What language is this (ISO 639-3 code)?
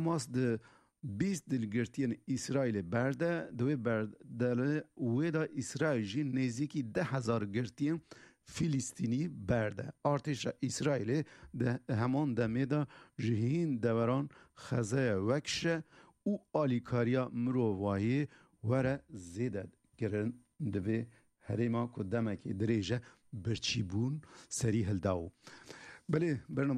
kur